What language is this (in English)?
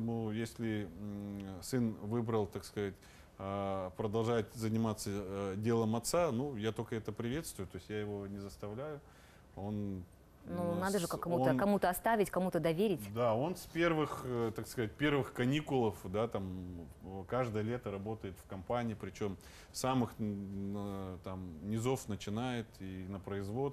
Russian